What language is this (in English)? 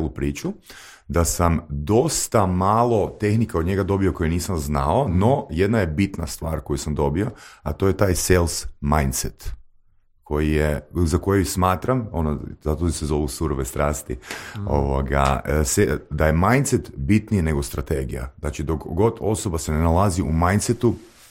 Croatian